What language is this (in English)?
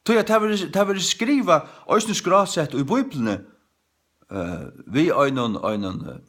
Faroese